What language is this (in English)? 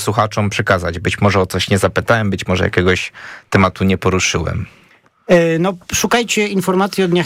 Polish